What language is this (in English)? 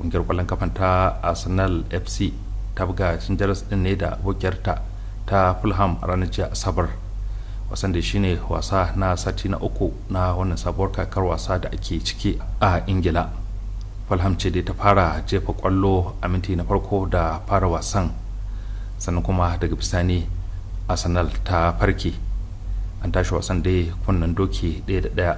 Hausa